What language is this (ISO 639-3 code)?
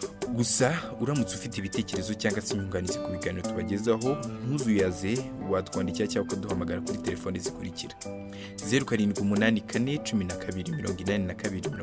kin